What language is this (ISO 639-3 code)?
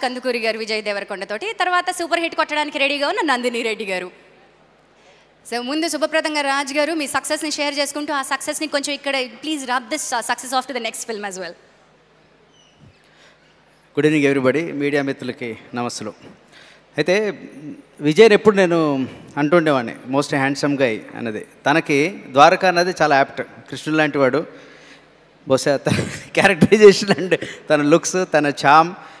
tel